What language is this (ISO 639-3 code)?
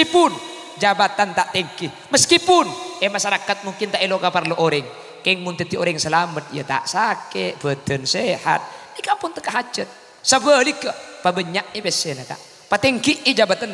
mad